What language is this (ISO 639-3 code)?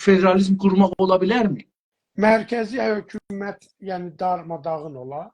azb